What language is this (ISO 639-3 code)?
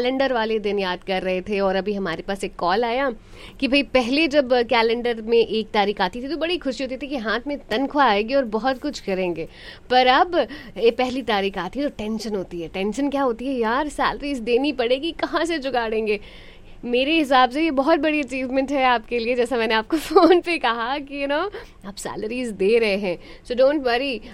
hin